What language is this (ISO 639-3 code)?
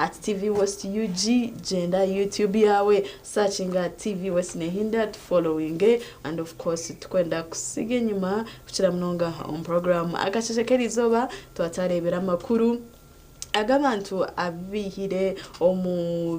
nyn